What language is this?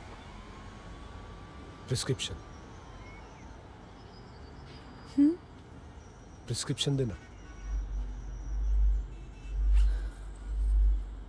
Marathi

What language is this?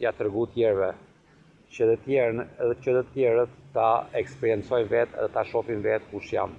Albanian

